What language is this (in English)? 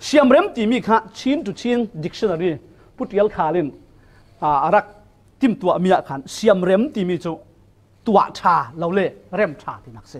Falam Chin